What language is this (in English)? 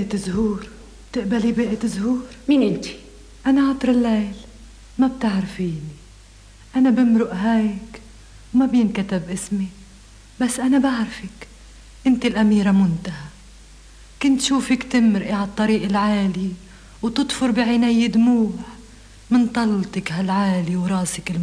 North Levantine Arabic